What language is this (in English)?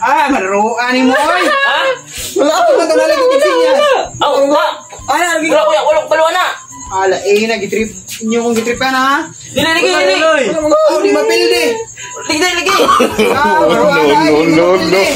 Cebuano